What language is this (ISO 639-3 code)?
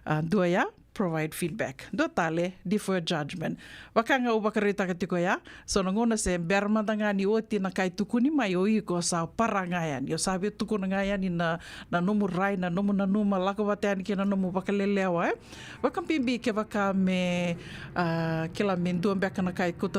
fij